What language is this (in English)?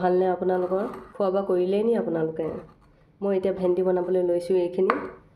Assamese